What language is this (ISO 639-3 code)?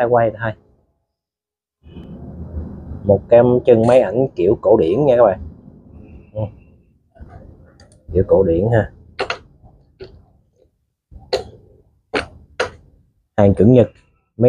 vie